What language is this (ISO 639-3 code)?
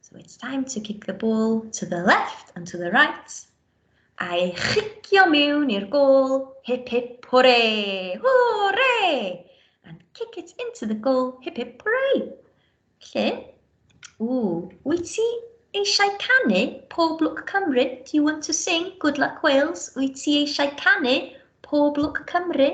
cym